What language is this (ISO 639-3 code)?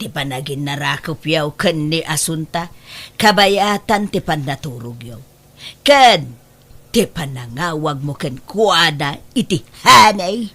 ilo